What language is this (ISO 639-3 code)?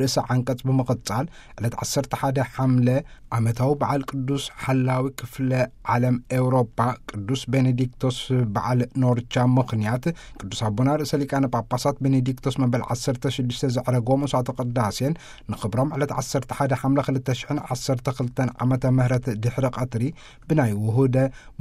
tir